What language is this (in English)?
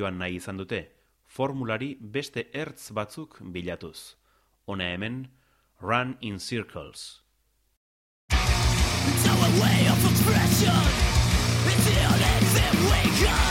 Basque